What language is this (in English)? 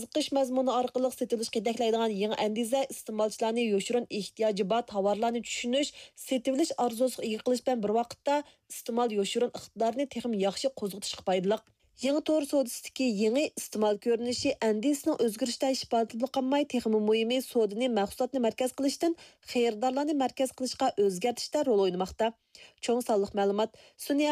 Uyghur